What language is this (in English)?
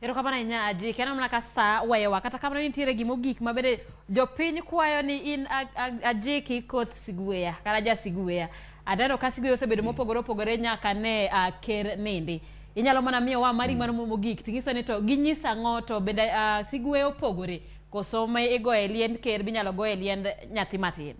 Luo (Kenya and Tanzania)